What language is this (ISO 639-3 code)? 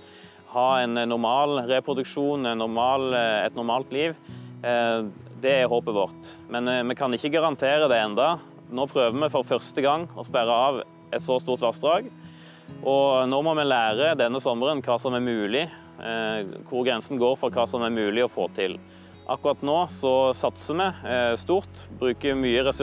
nor